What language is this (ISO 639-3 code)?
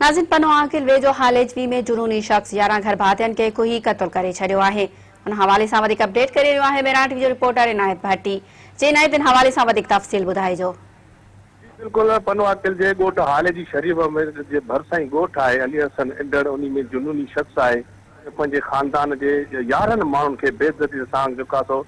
snd